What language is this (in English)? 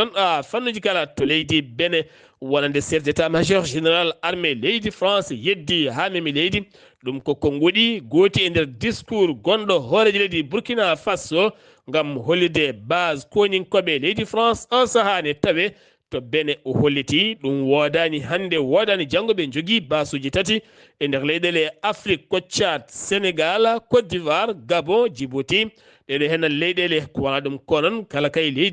Fula